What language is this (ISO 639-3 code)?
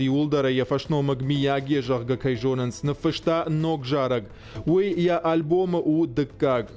oss